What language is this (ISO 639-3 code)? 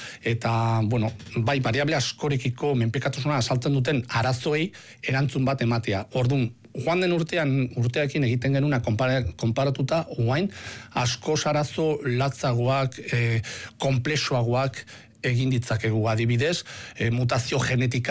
eus